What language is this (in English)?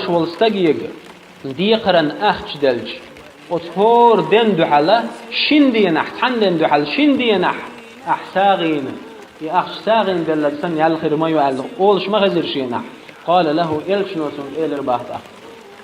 Chechen